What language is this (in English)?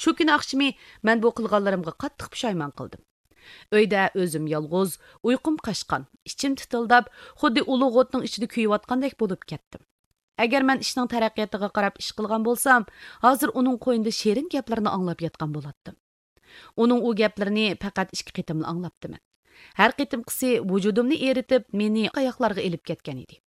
Uyghur